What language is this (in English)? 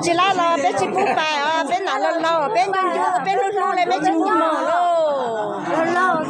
Hmong